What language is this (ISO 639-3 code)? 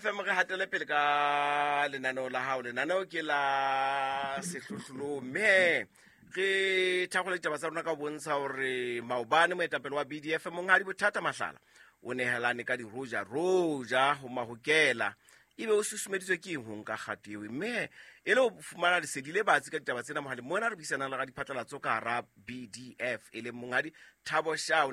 sot